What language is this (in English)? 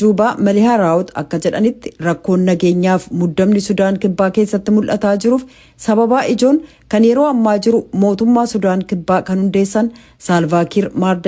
Oromo